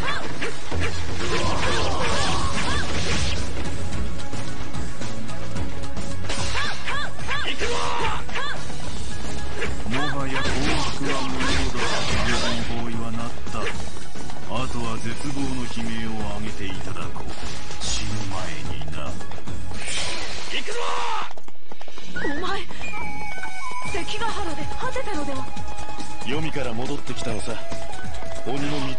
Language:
Japanese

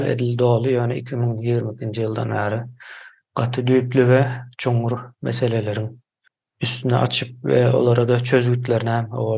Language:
Turkmen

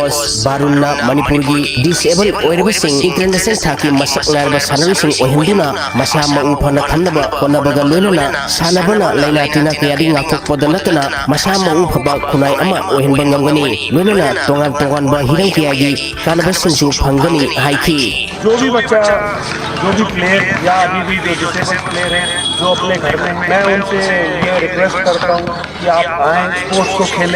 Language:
Manipuri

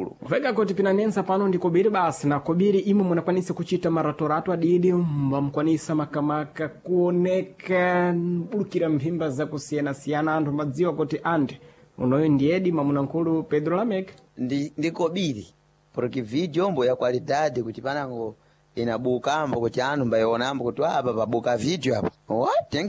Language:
Sena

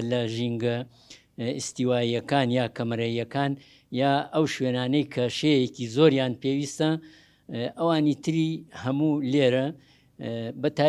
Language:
Central Kurdish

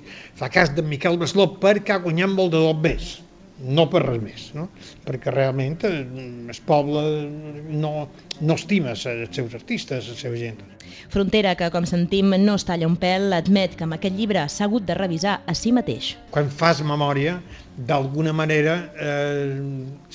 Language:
Catalan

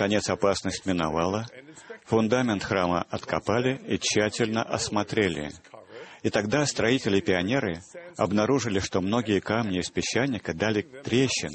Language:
Russian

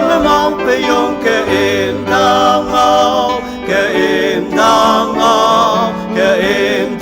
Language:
Ao Naga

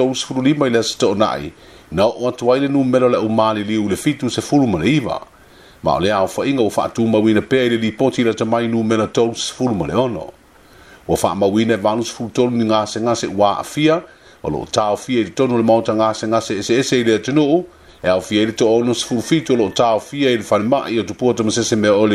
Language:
Samoan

